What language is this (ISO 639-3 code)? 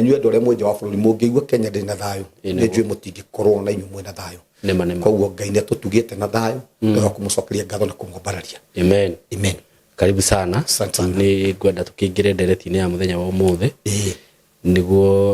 kik